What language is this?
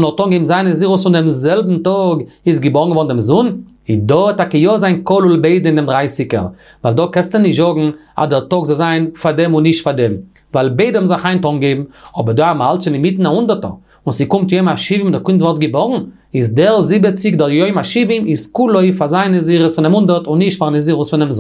Yiddish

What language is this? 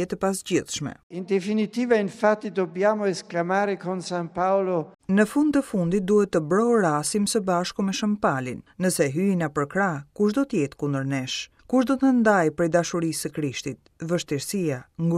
Albanian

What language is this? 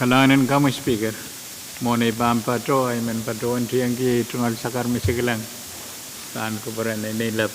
Pohnpeian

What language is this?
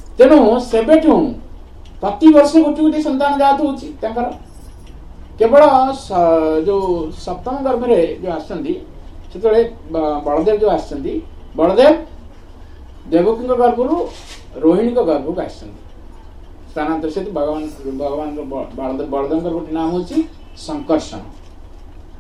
Odia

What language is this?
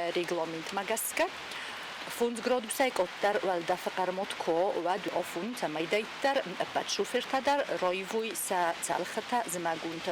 Ossetic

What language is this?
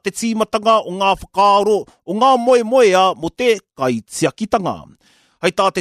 Māori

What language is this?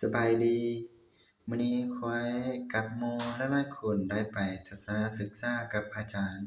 Lao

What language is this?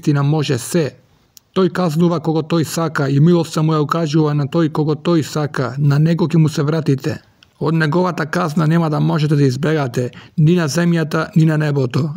Macedonian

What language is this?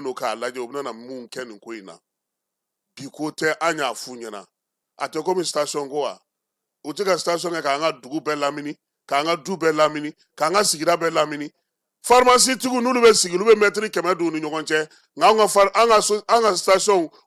Bambara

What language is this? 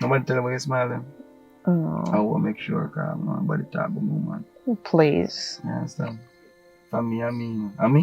Jamaican Creole English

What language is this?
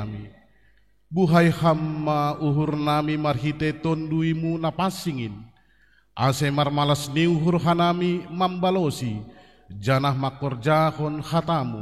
Batak Simalungun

